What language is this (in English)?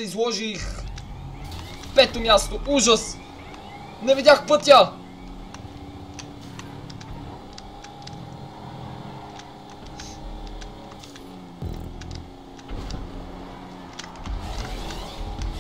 Bulgarian